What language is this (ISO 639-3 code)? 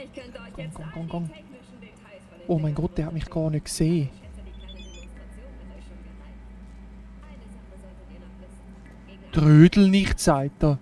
gsw